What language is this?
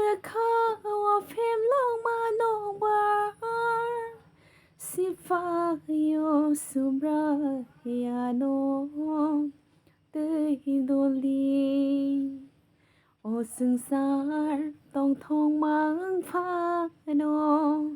Kok Borok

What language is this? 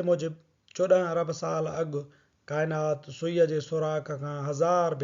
Sindhi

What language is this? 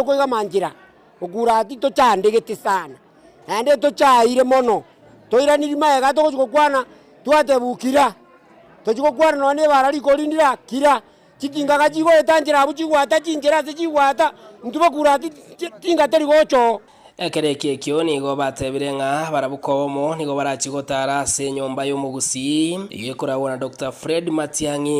Gusii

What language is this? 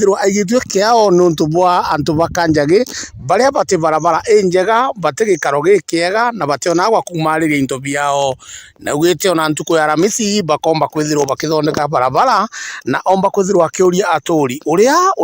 Meru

